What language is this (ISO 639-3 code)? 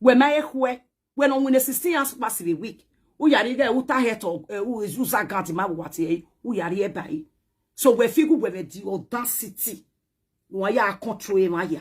pcm